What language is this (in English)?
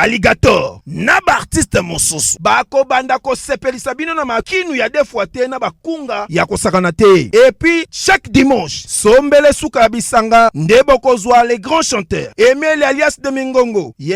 Lingala